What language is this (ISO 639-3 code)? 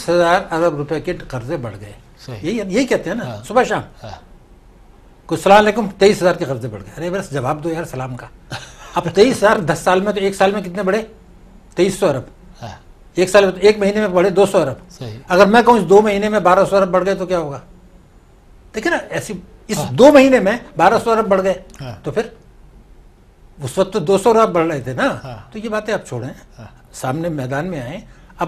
urd